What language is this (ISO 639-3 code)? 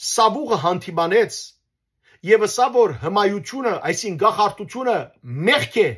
hyw